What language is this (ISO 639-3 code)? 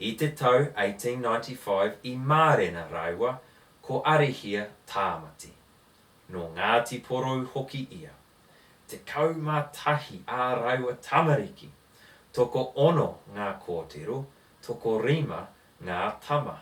mri